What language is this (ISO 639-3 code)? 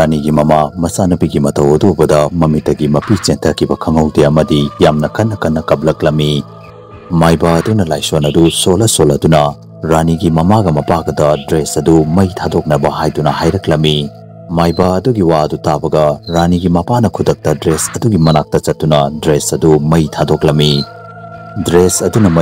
mni